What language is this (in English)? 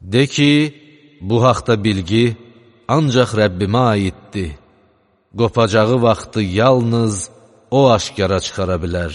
Azerbaijani